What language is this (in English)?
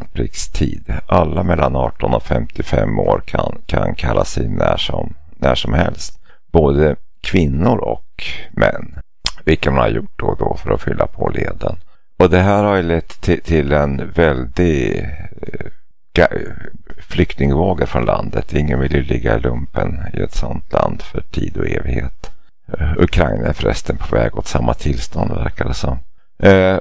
Swedish